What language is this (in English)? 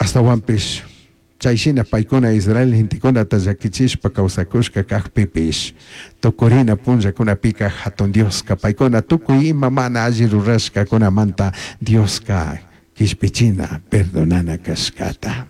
Chimborazo Highland Quichua